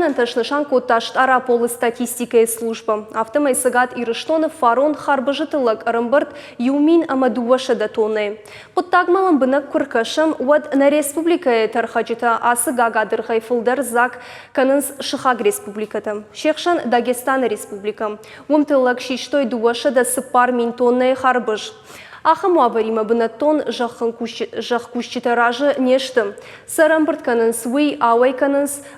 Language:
Ossetic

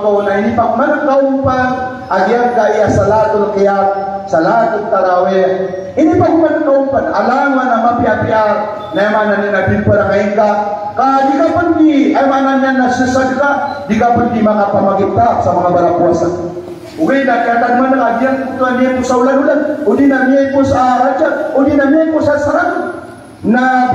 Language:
Maranao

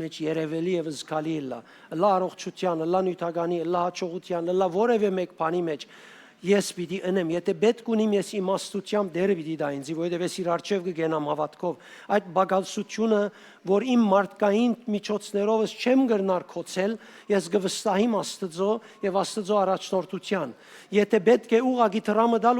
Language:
Western Armenian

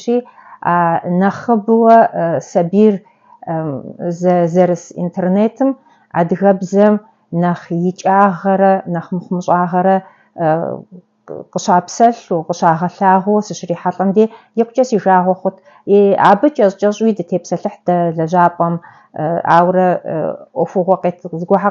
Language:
Kabardian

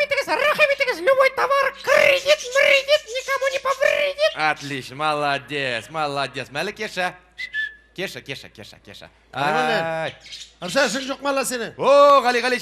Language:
Tatar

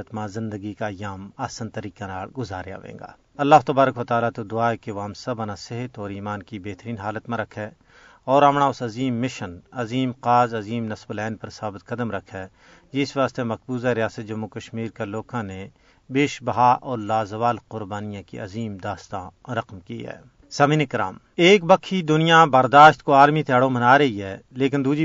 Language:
Gujari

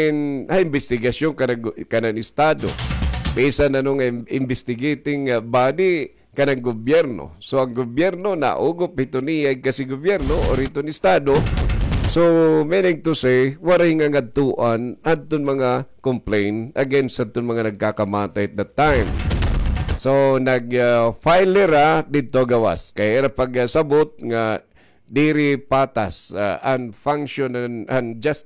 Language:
Waray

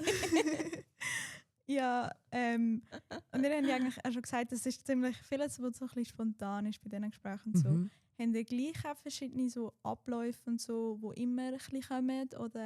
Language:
Swiss German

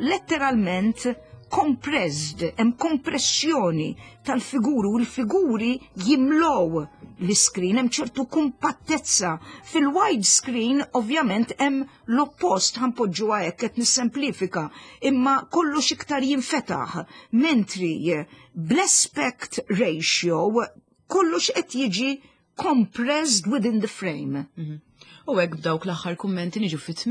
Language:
Maltese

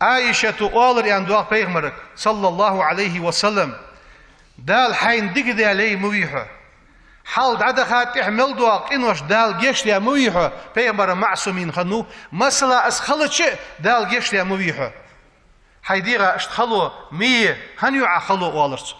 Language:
Ingush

